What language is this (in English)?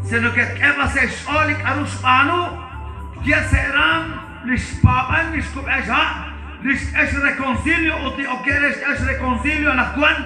Kekchí